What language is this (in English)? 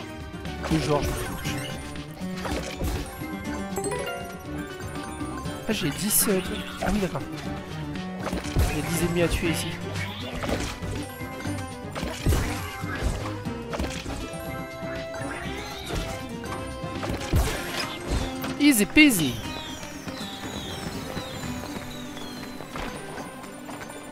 French